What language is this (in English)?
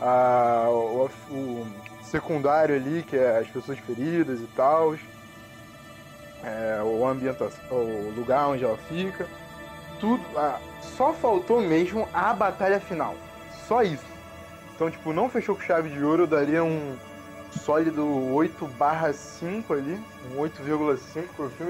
Portuguese